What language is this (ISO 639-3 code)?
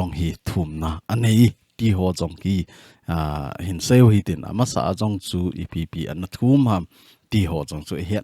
tcz